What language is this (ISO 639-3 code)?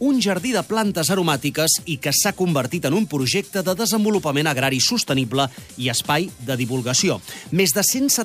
cat